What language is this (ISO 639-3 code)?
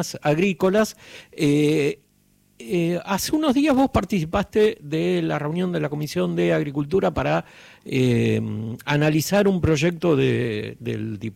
spa